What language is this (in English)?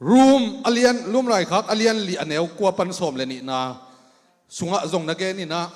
Tedim Chin